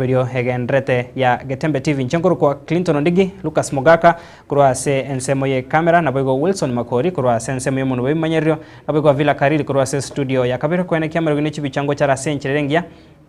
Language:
Gusii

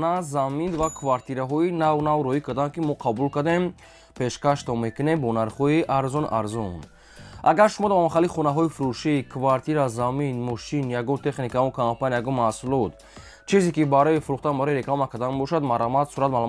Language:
Tajik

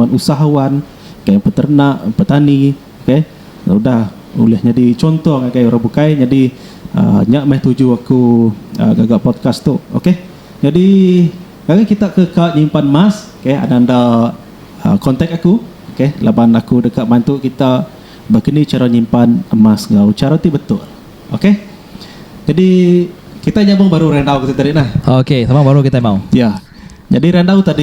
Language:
Iban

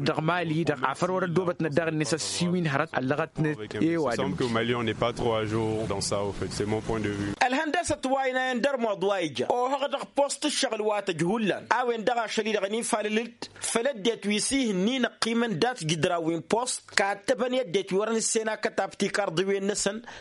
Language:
Tamasheq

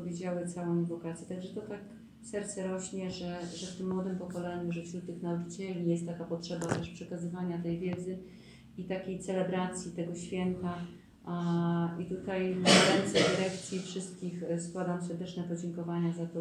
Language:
Polish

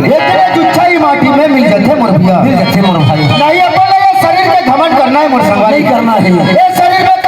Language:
Chhattisgarhi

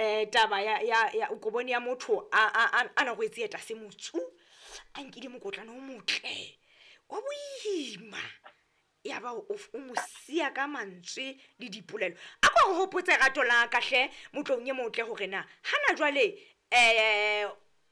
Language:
Southern Sotho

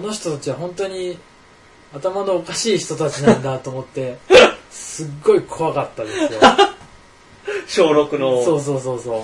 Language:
Japanese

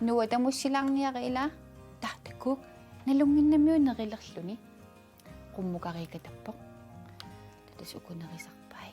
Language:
Kalaallisut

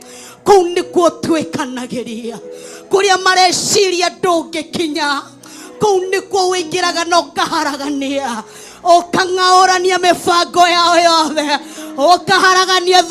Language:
Kikuyu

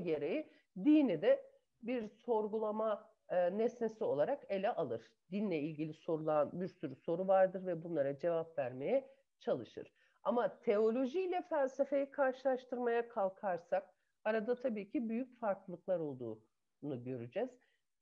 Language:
Turkish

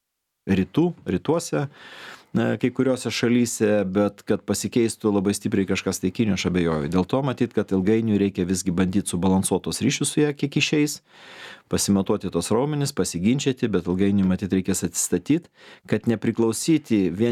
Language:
Lithuanian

